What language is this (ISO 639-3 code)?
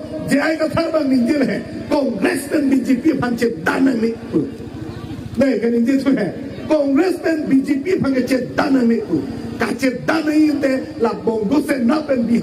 mjw